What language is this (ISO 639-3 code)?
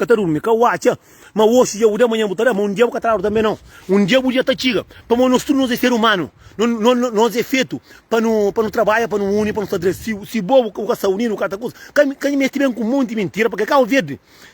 kea